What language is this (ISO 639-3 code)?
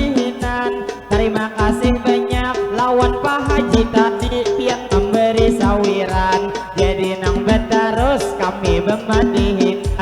bjn